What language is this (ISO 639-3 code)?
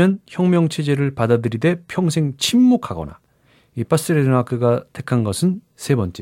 kor